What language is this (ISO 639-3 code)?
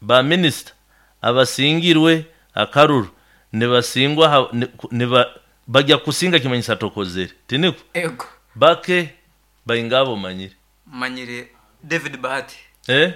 nyo